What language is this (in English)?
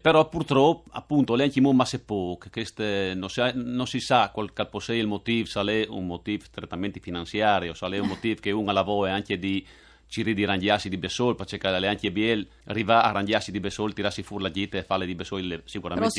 Friulian